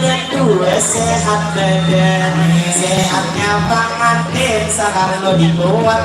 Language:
Banjar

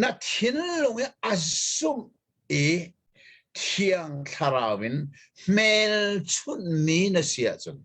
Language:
Hakha Chin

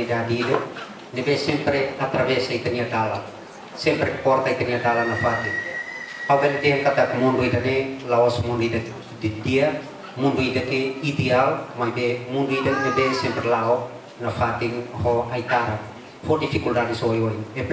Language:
Tetum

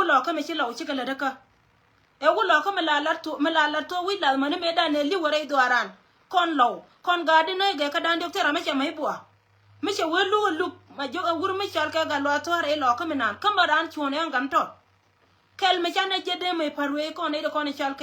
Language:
Nuer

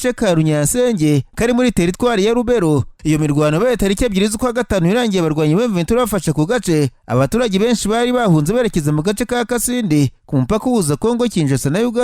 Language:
Kinyarwanda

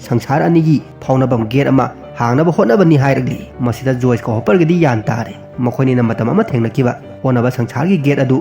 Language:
Manipuri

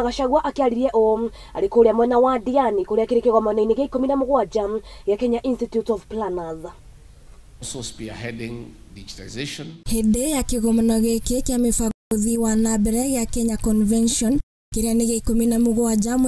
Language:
Kikuyu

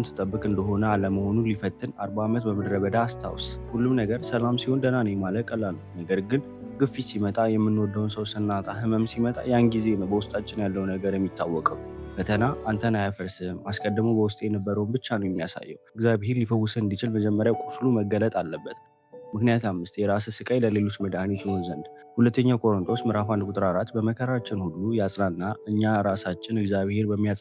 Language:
Amharic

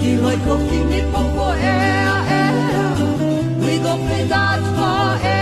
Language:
Hawaiian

